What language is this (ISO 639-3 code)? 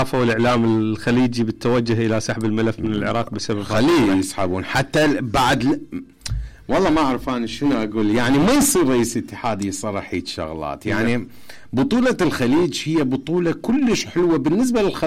acm